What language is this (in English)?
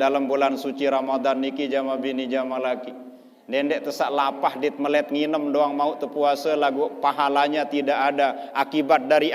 Sasak